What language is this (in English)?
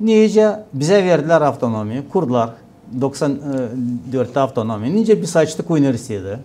Gagauz